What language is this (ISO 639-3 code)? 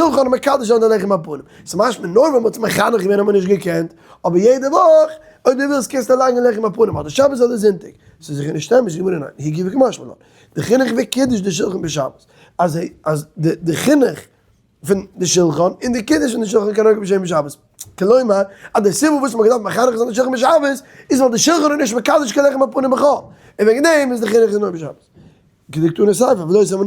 yid